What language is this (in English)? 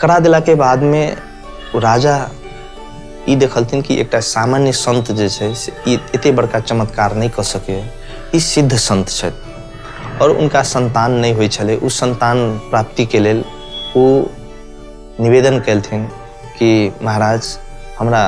Maithili